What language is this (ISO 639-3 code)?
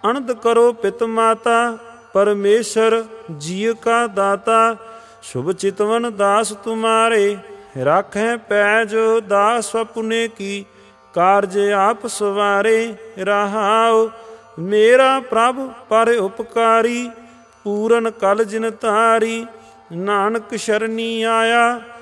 pan